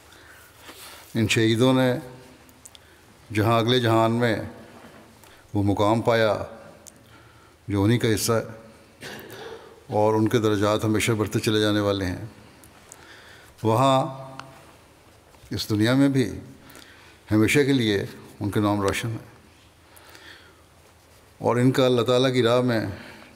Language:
Urdu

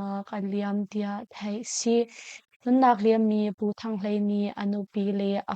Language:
Hakha Chin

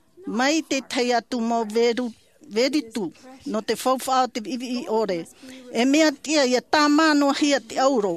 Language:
Tahitian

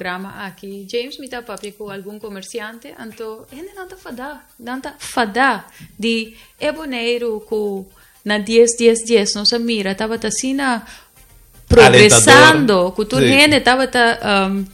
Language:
Papiamento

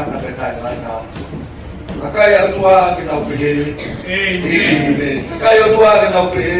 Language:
Tongan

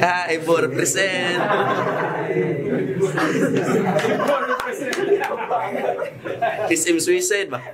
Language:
Cebuano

